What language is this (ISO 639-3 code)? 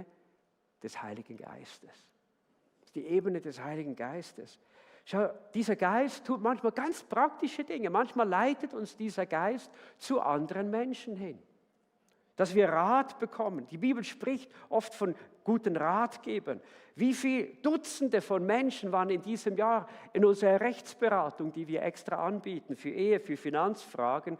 gsw